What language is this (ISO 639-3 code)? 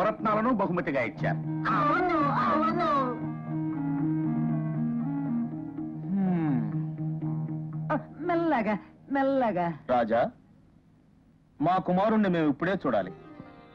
tel